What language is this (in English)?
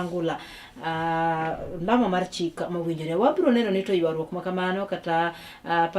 Luo (Kenya and Tanzania)